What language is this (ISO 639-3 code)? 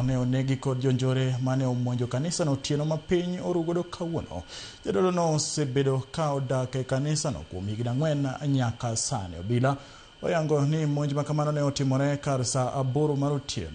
luo